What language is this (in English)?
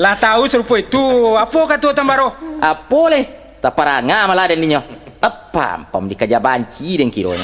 Minangkabau